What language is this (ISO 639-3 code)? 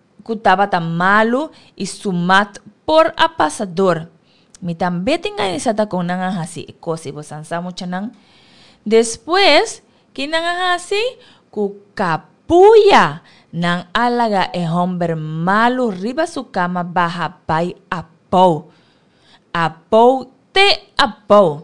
pap